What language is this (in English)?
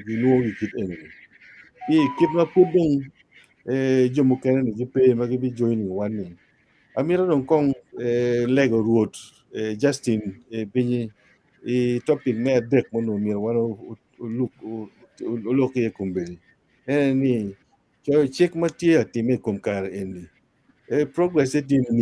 Acoli